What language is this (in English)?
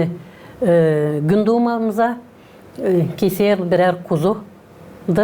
Gagauz